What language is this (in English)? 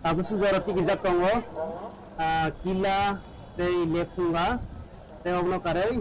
Kok Borok